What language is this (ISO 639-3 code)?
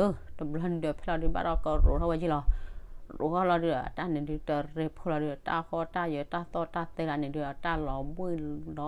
ksw